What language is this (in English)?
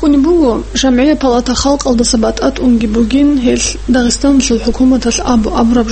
Avaric